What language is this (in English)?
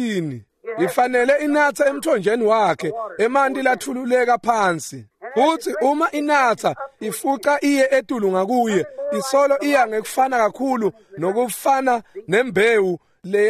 Swati